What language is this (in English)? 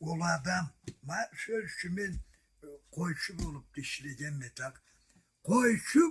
Karachay-Balkar